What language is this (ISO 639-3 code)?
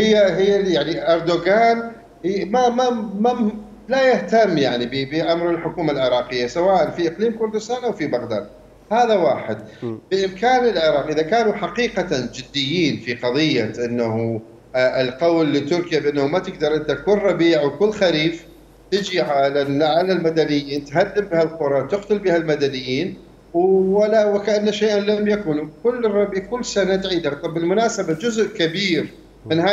acm